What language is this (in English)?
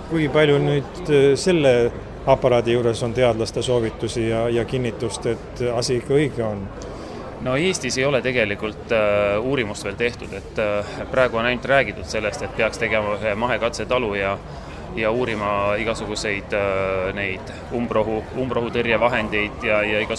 Estonian